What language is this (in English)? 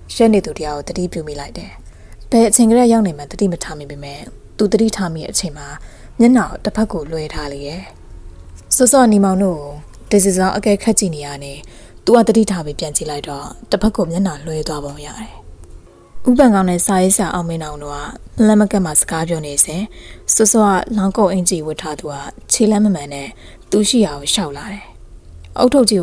Burmese